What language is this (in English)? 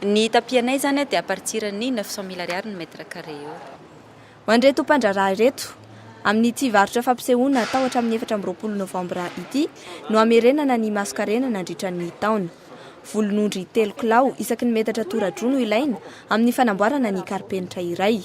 Malagasy